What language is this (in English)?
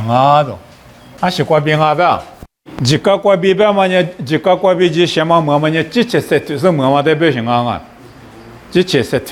Lisu